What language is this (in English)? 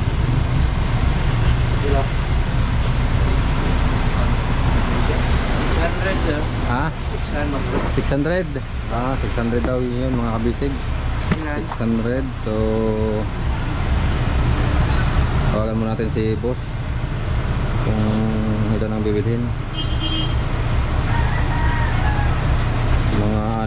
Filipino